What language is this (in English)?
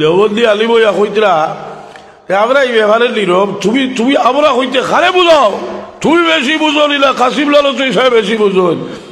Sylheti